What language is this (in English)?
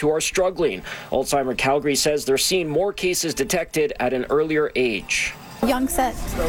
English